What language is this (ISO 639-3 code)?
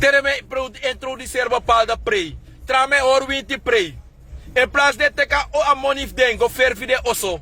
srn